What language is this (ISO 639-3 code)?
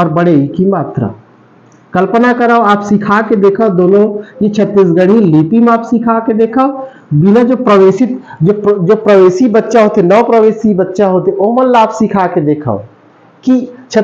hne